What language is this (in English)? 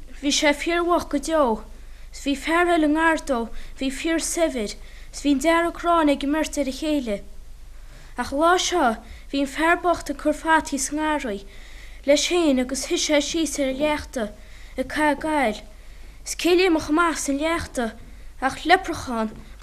Irish